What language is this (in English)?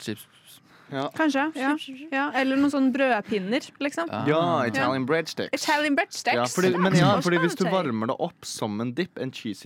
Norwegian